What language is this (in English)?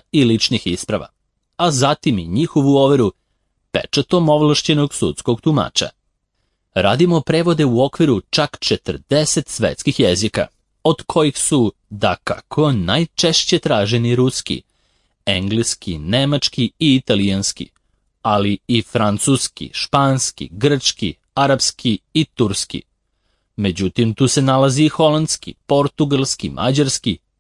Serbian